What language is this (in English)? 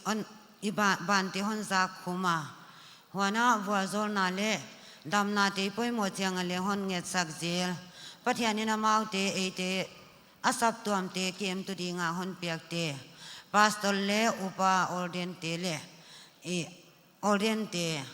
Paite Chin